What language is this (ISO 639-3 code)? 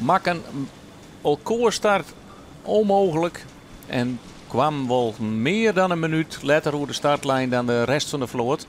fry